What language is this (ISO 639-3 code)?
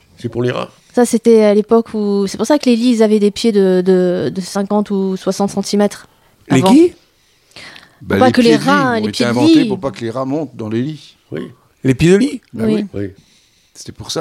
fra